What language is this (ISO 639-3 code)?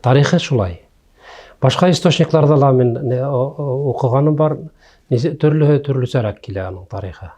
bak